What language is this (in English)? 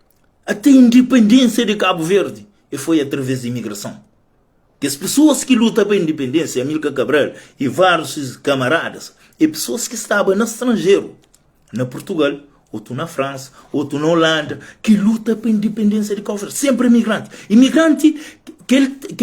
Kabuverdianu